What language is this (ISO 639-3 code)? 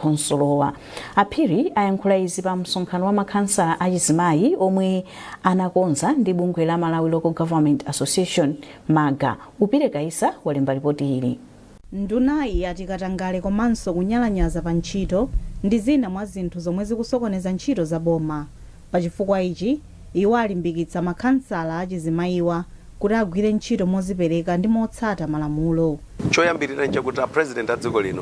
nya